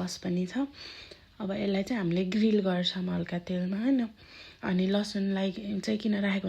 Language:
Nepali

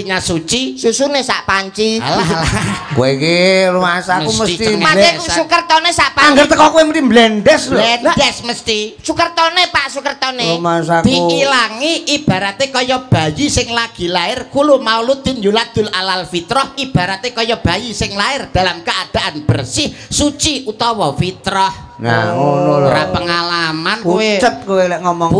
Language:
Javanese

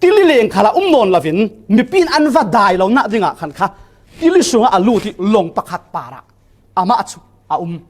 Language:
Falam Chin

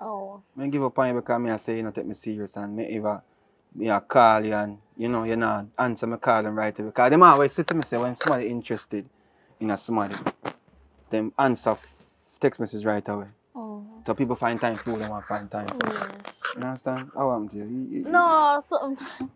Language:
Jamaican Creole English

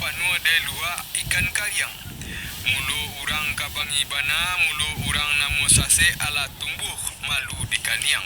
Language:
Minangkabau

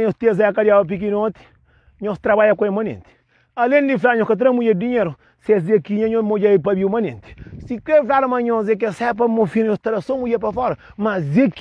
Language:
Kabuverdianu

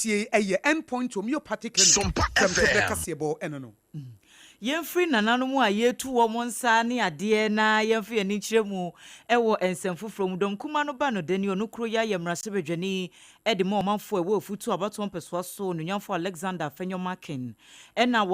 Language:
Akan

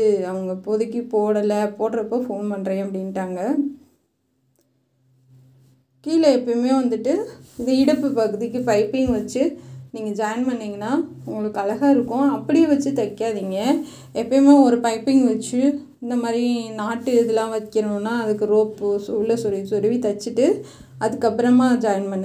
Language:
Tamil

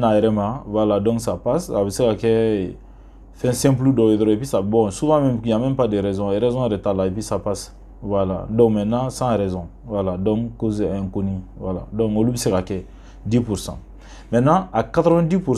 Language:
Bambara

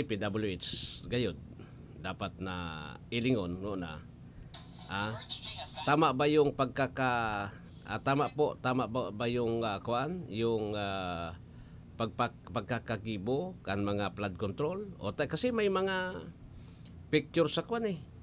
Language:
Bikol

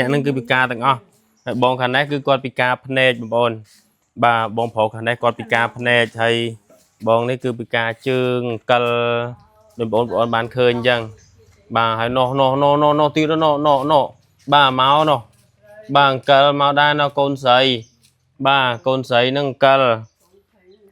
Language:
Khmer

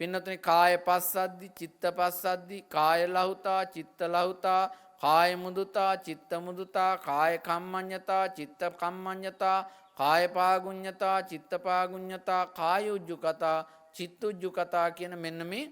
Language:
Sinhala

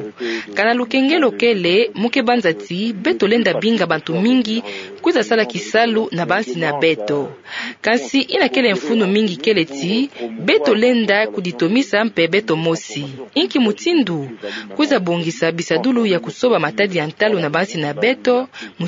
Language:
Kituba (Democratic Republic of Congo)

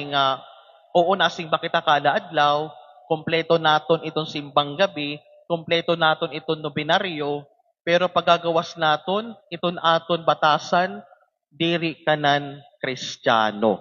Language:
Waray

